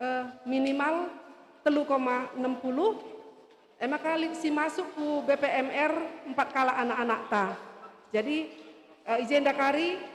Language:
Batak Karo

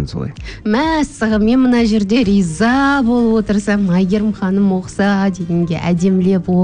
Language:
Kazakh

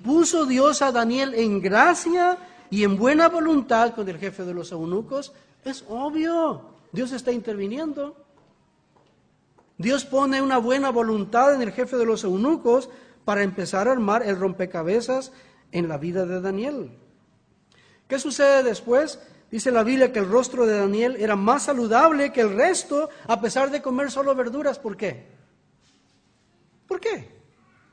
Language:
Spanish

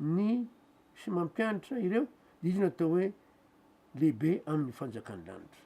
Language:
Malagasy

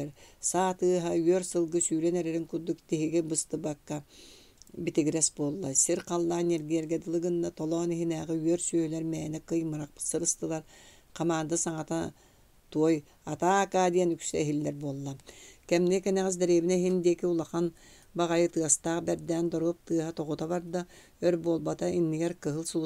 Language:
Yakut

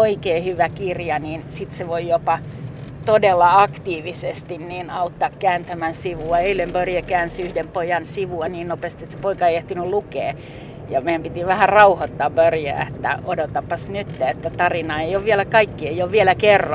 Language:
Finnish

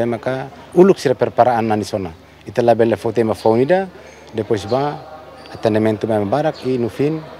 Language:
Tetum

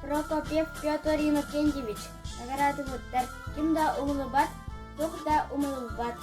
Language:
Yakut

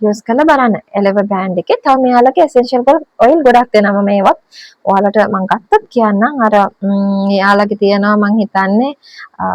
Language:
Sinhala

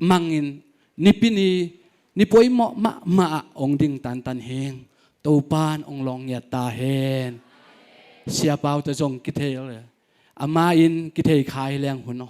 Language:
Tedim Chin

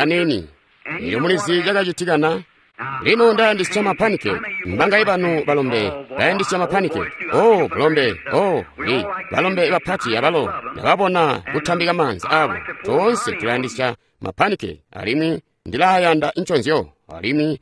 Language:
Tonga (Zambia)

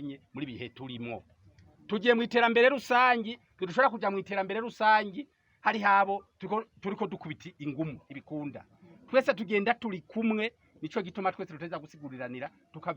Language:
Rundi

